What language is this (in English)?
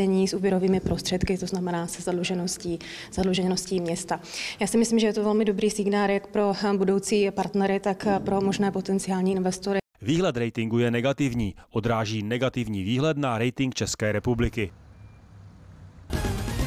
Czech